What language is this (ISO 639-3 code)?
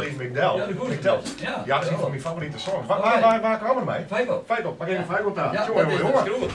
fry